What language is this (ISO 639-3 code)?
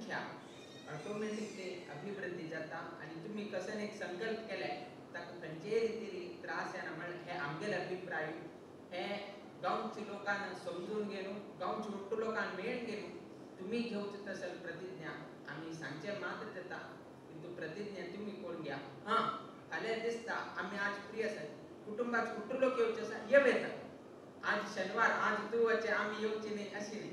kok